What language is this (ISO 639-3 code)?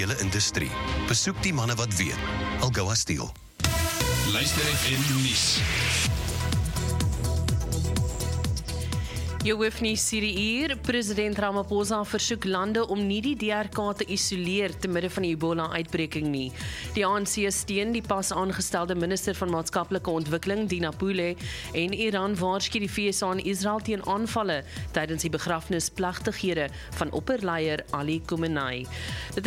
afr